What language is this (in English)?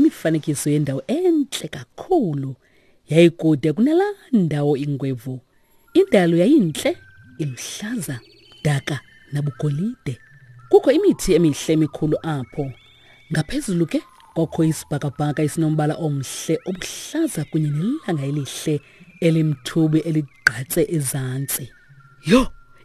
Xhosa